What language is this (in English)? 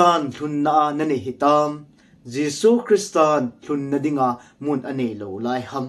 Thado Chin